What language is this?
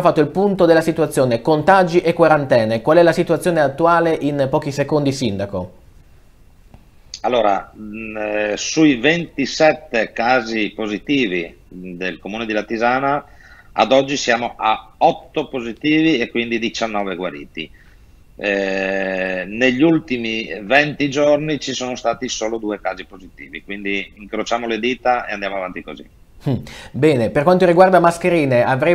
Italian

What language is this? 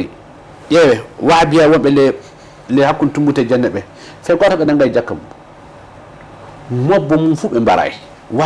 Fula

